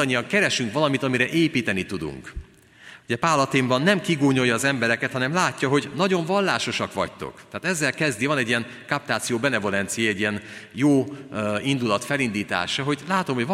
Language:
Hungarian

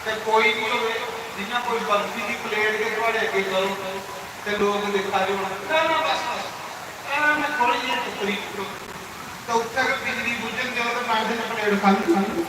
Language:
Dogri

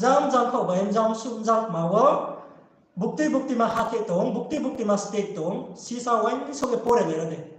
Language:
Riang (India)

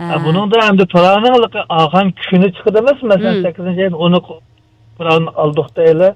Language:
Uyghur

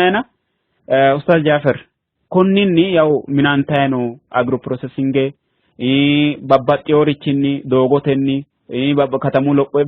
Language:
Sidamo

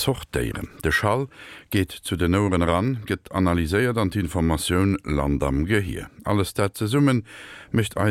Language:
Luxembourgish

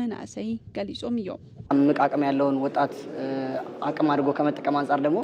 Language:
Tigrinya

